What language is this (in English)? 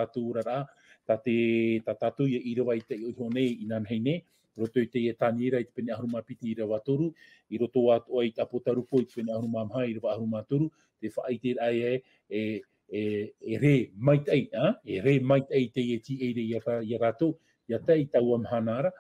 Tahitian